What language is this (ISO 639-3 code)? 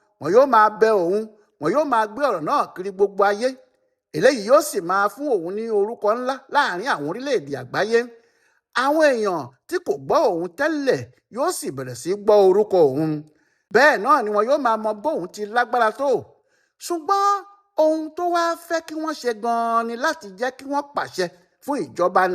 yor